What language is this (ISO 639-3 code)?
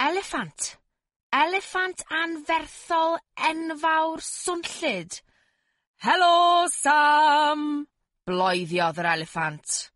cym